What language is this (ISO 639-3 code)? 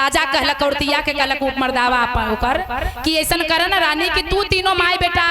mag